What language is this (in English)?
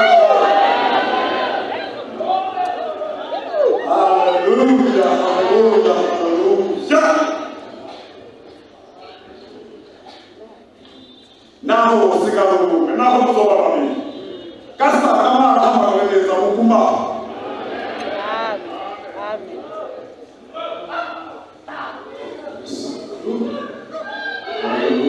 Rundi